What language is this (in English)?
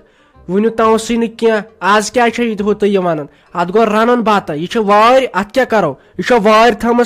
Kashmiri